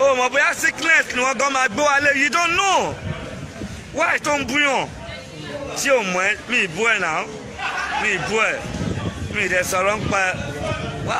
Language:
Yoruba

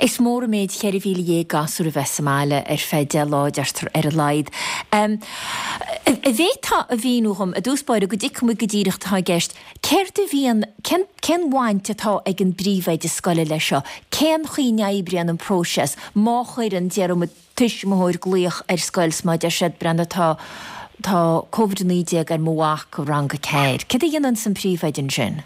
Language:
Irish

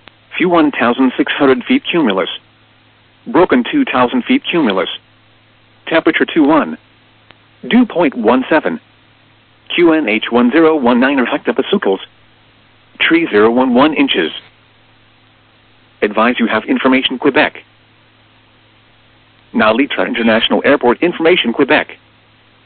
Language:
English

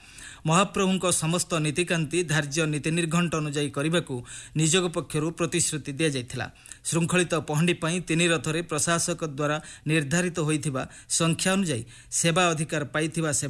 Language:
Odia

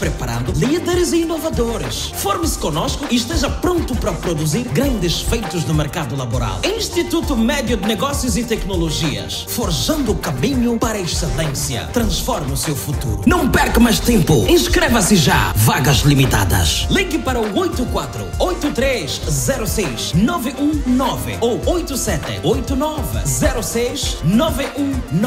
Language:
Portuguese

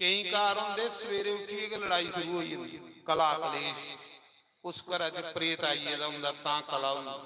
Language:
Dogri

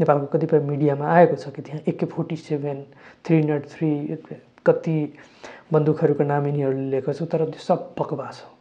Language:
Nepali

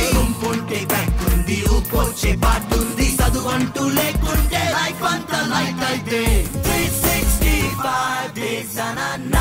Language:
Telugu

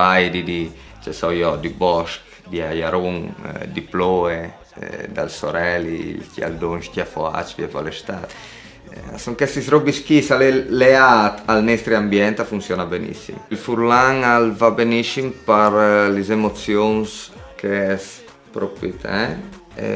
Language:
Friulian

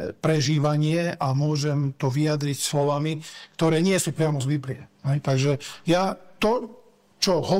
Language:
Slovak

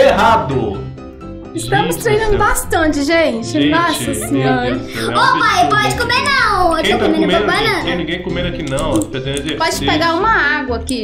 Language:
Portuguese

